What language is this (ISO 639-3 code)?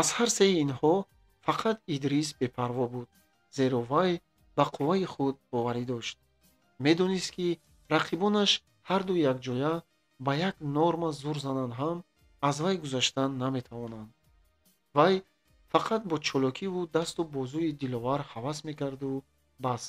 tgk